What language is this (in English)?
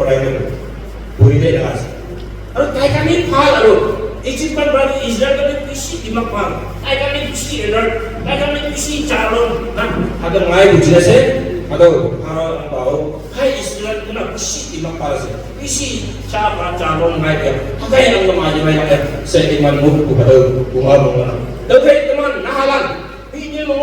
Naga Pidgin